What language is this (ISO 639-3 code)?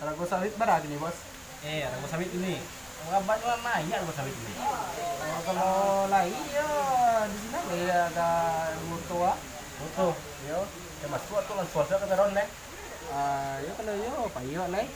min